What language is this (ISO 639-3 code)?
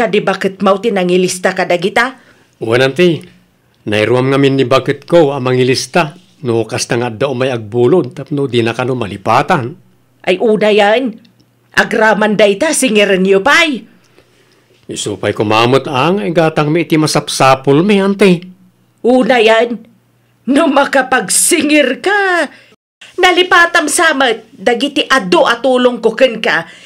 ilo